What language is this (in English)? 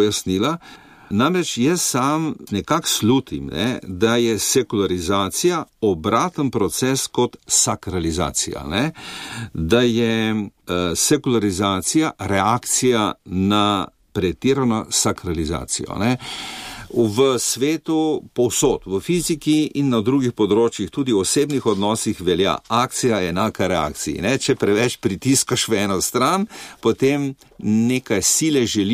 Slovenian